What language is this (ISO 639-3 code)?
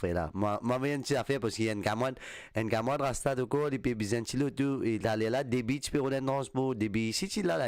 mfe